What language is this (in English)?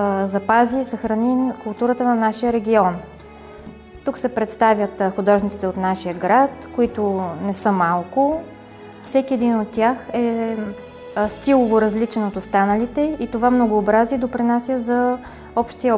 Bulgarian